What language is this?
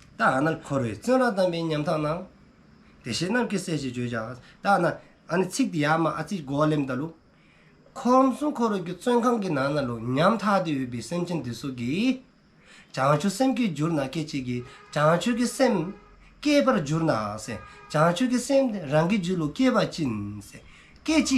Dzongkha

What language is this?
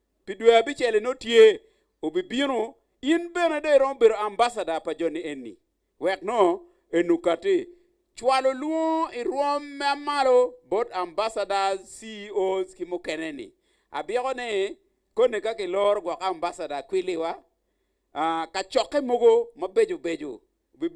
Acoli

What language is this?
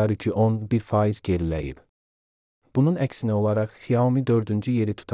Azerbaijani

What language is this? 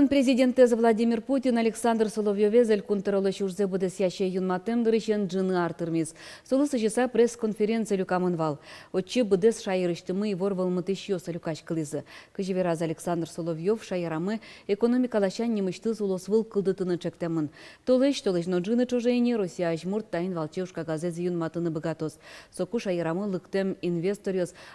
Udmurt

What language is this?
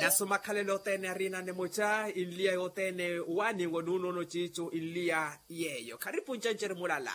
Makhuwa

